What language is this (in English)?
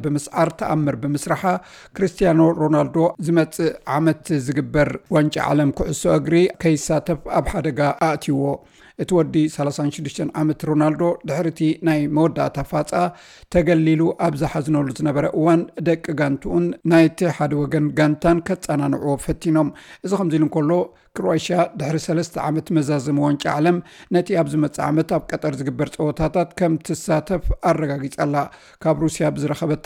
Tigrinya